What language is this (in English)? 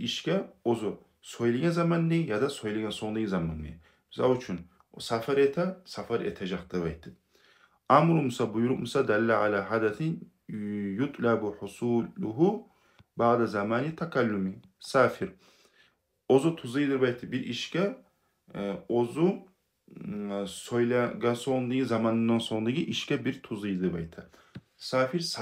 Kumyk